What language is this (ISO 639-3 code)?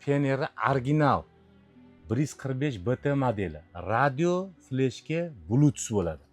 uzb